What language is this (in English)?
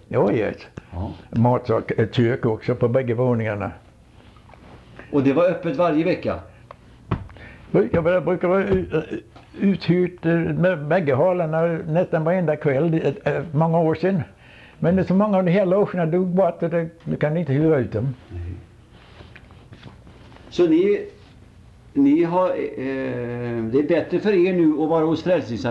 Swedish